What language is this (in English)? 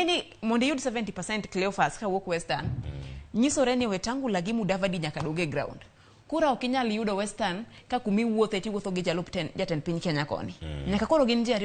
Luo (Kenya and Tanzania)